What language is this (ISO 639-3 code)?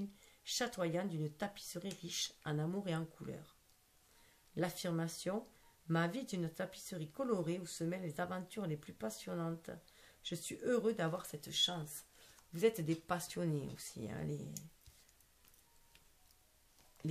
fra